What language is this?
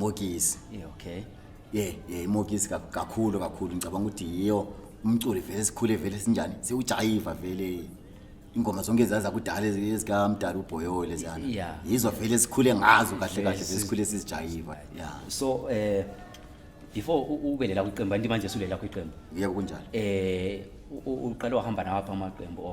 Zulu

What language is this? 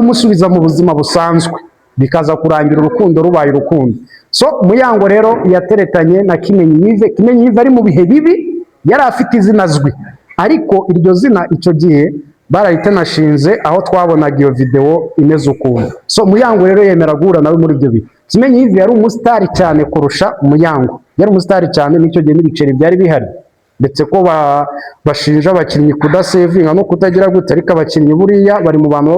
Kinyarwanda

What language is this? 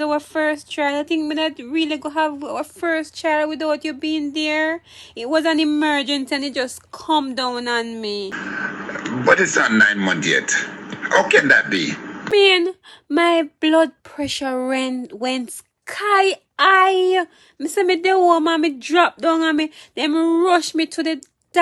Jamaican Creole English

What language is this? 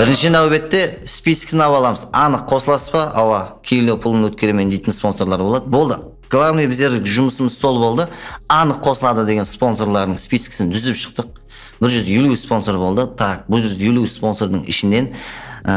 Kara-Kalpak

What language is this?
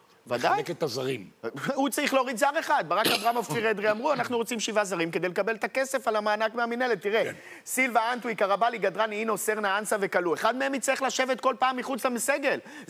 Hebrew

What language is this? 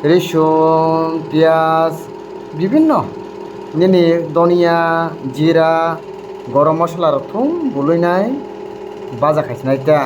Kok Borok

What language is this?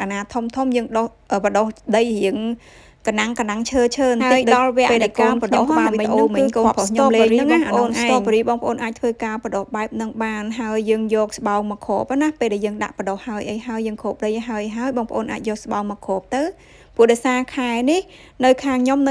Khmer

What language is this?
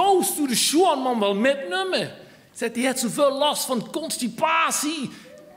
Limburgish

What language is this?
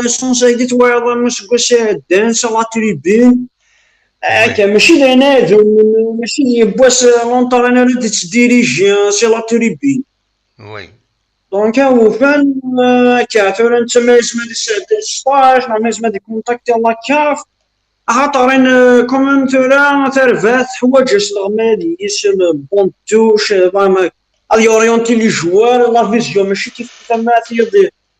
Kabyle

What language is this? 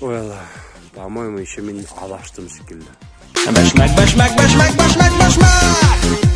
Bashkir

